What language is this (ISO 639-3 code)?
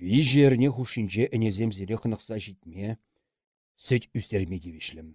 chv